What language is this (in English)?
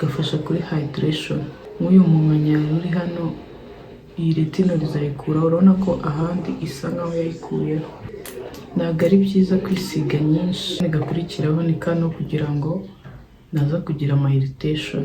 Kinyarwanda